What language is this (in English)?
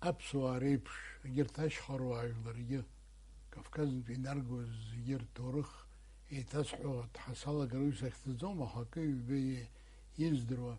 Abkhazian